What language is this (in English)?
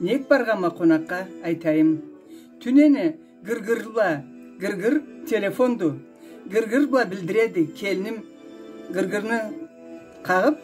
Karachay-Balkar